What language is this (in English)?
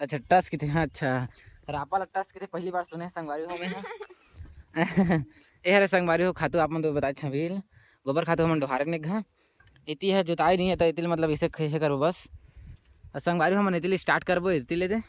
Chhattisgarhi